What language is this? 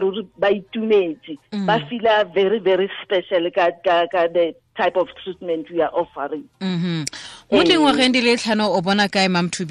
Tswana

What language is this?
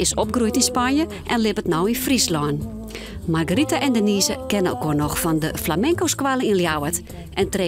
Western Frisian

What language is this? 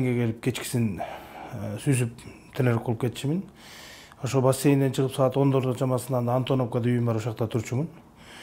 Kyrgyz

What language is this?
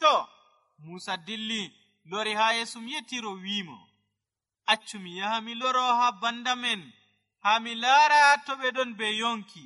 Nigerian Fulfulde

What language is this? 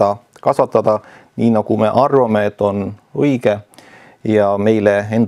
Estonian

